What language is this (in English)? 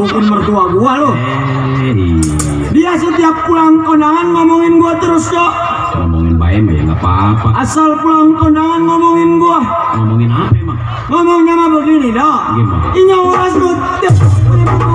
Betawi